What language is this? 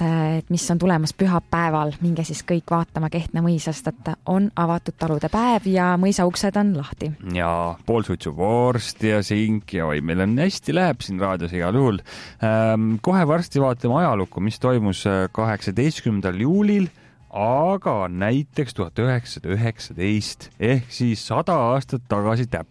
Estonian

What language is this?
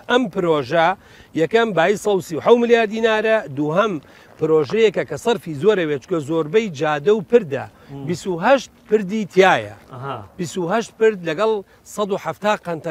Central Kurdish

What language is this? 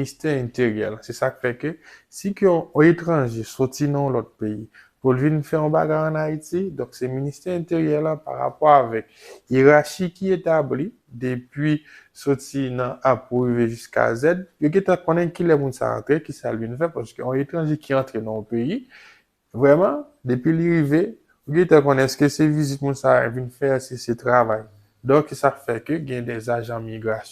Haitian Creole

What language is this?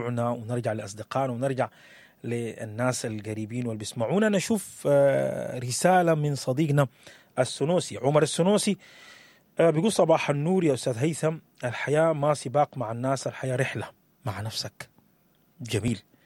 Sudanese Arabic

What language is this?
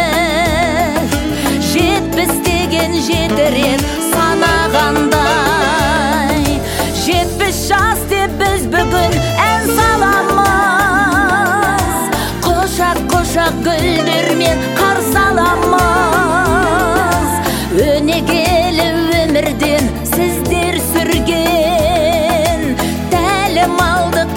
Kazakh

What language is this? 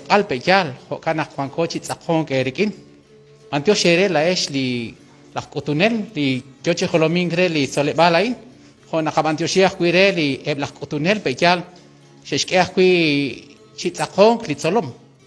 Kekchí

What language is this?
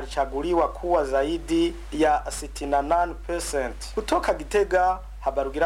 Swahili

